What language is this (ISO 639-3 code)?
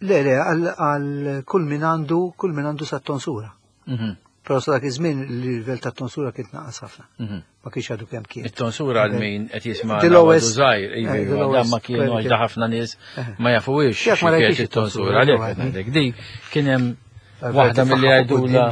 mlt